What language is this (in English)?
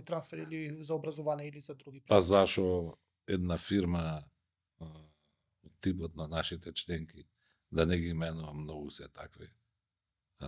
Macedonian